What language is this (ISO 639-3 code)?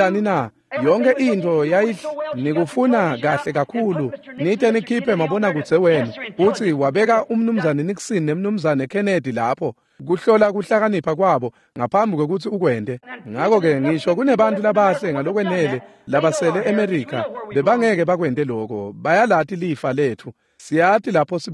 ssw